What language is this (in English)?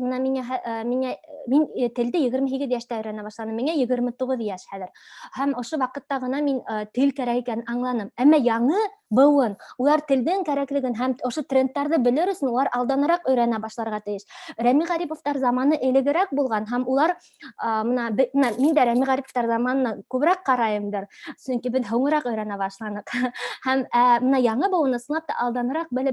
Bashkir